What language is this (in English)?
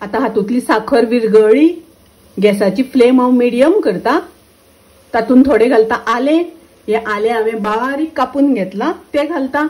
Konkani